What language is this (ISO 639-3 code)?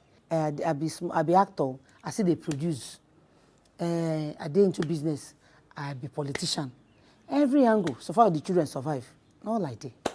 pcm